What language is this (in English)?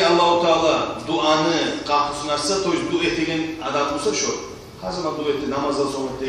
Kumyk